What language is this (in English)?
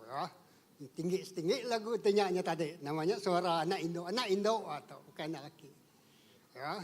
Iban